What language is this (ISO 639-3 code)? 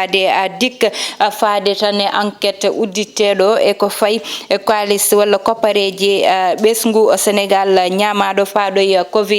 ful